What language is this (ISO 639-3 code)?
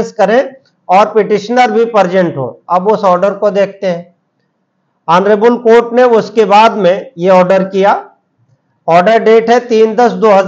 hin